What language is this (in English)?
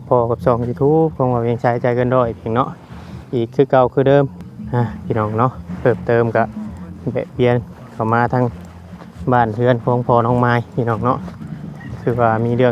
Northeastern Thai